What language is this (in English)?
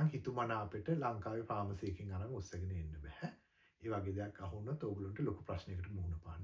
Sinhala